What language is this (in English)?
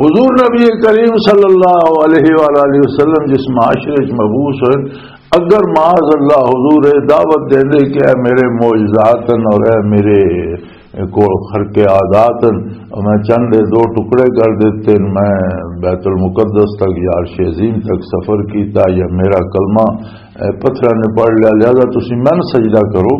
Western Panjabi